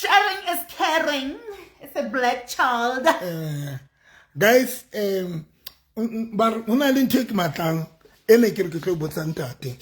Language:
Southern Sotho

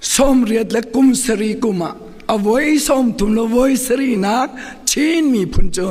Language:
Hakha Chin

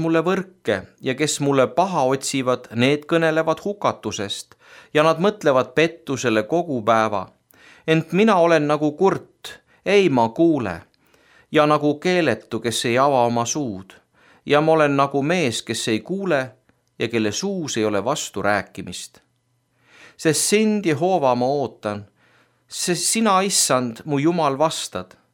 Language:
Estonian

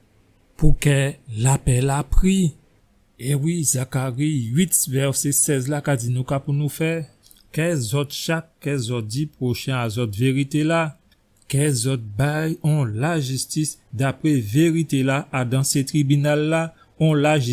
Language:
Guadeloupean Creole French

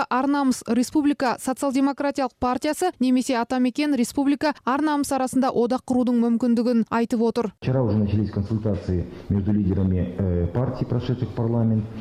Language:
Kyrgyz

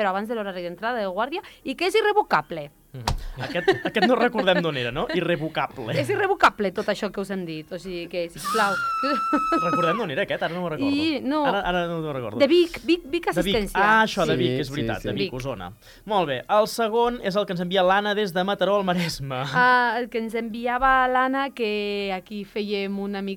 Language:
Catalan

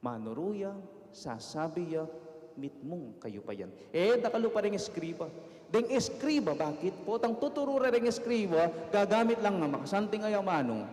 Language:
Pampanga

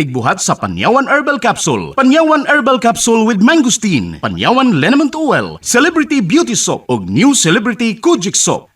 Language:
Cebuano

